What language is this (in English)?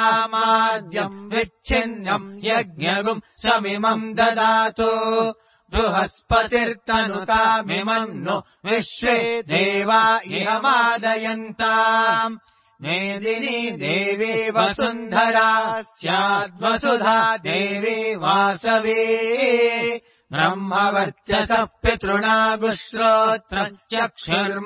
Sanskrit